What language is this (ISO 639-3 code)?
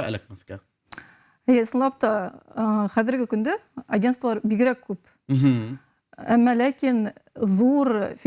bak